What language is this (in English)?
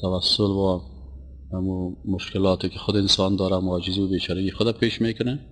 Persian